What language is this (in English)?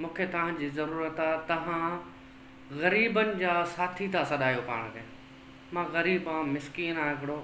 Sindhi